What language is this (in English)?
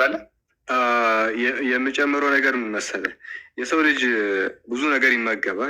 Amharic